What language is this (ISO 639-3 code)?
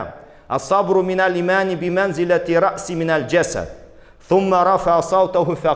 tat